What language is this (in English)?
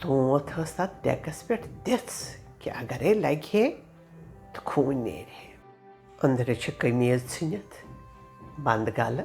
Kashmiri